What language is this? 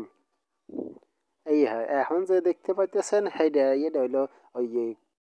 Bangla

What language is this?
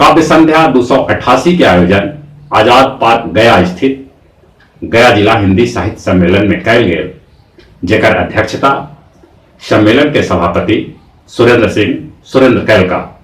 Magahi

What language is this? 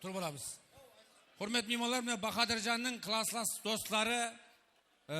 Kara-Kalpak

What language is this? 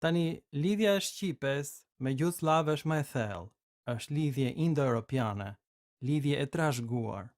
Albanian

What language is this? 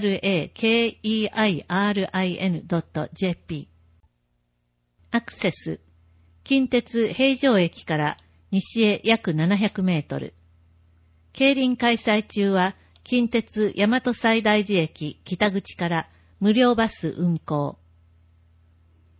Japanese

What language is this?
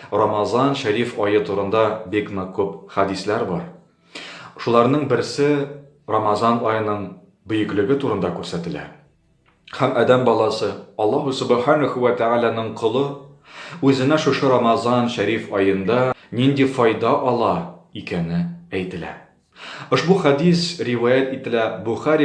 Tatar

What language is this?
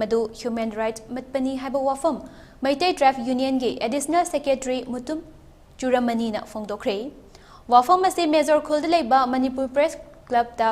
Manipuri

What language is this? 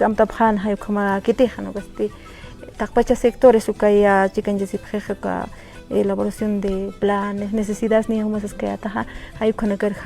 Aymara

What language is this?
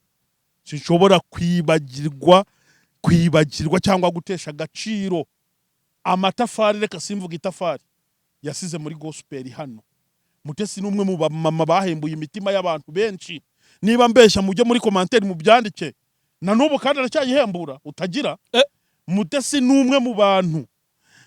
Kinyarwanda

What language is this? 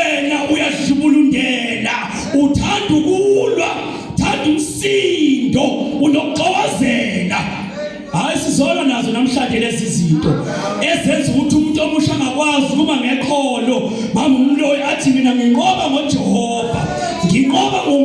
Zulu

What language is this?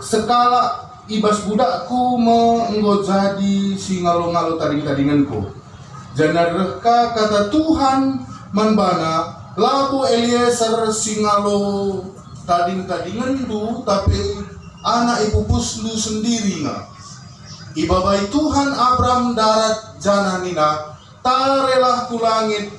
Batak Karo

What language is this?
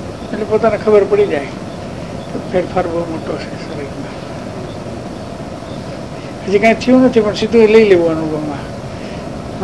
Gujarati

